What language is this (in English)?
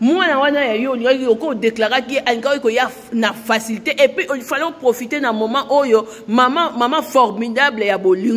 Lingala